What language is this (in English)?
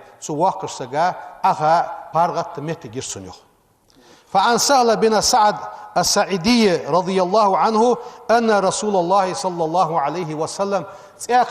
Ingush